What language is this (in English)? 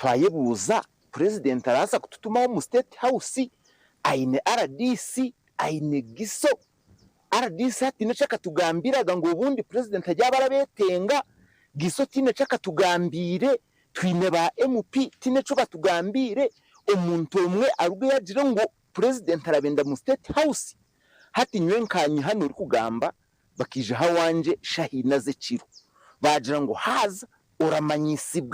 Nyankole